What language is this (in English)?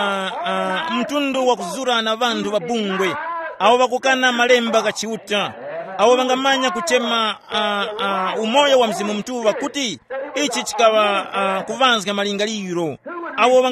Tumbuka